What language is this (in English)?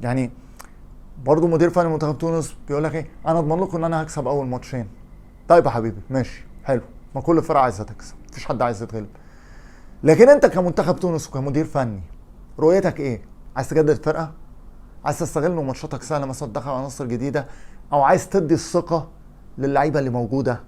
Egyptian Arabic